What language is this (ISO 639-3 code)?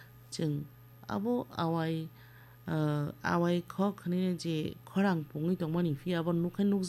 trp